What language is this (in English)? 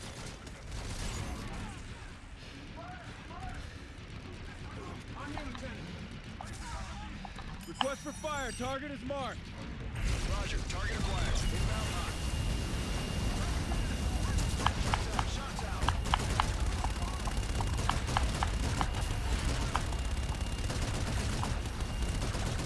English